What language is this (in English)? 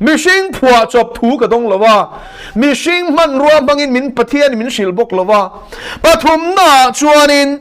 Mizo